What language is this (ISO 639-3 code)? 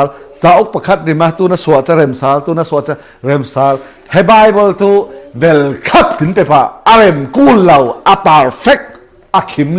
cfm